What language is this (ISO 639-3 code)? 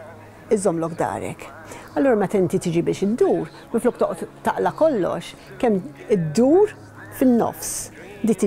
mlt